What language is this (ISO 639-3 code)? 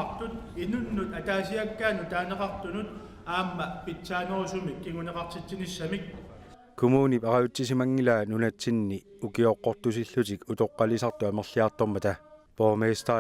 kal